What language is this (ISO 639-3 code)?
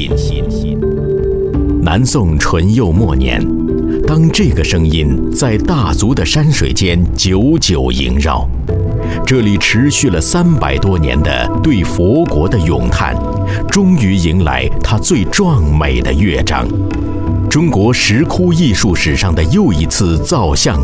zho